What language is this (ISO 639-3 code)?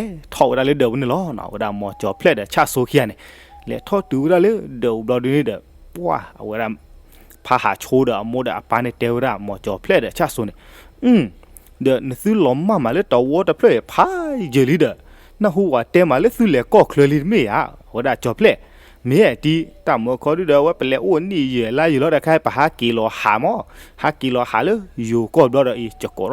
ksw